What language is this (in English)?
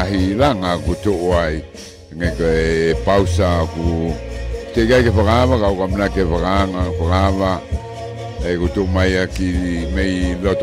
Tongan